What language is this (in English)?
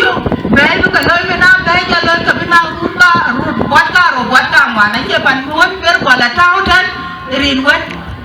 Dinka